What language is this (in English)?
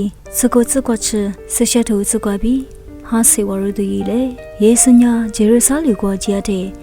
Lisu